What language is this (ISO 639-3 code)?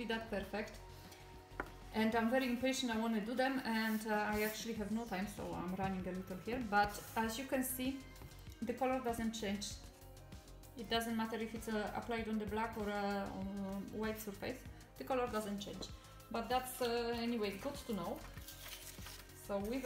eng